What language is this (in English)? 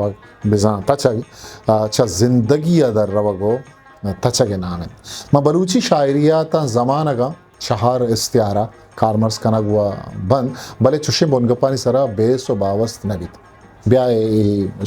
Eastern Balochi